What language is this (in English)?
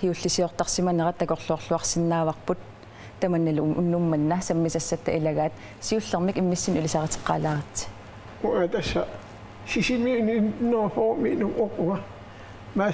Kalaallisut